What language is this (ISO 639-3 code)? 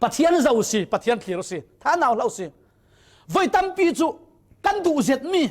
cfm